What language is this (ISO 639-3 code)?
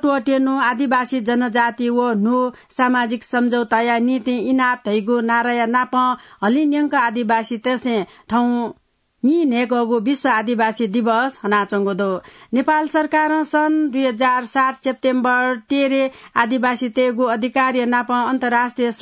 new